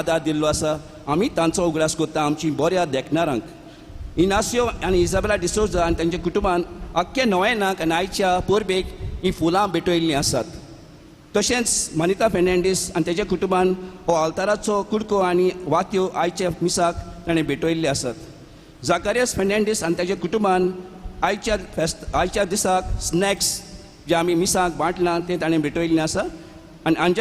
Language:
Konkani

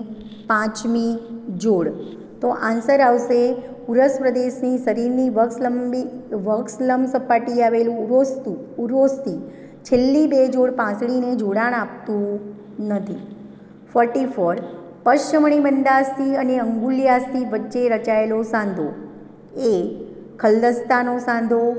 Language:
Gujarati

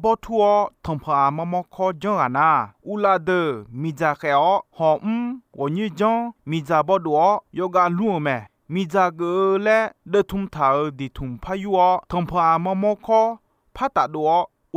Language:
Akha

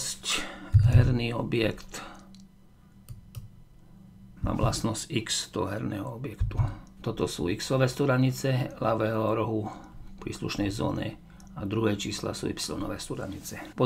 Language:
Slovak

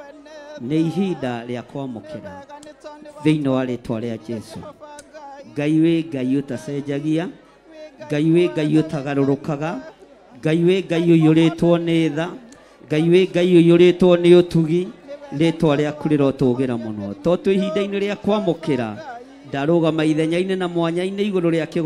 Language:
Kikuyu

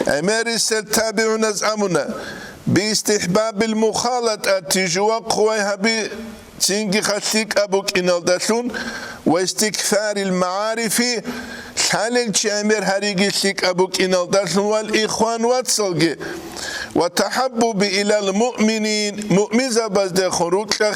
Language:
Avaric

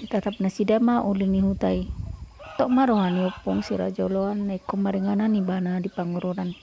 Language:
Batak Toba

